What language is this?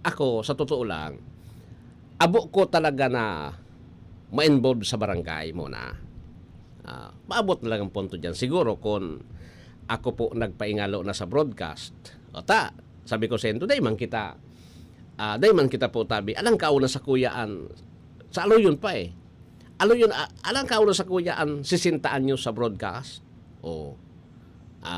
Bikol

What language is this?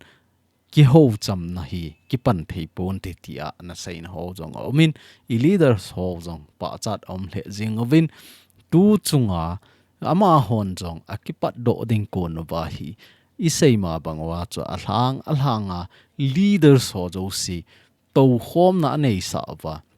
Thado Chin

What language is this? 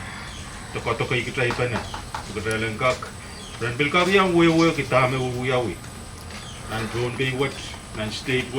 Pohnpeian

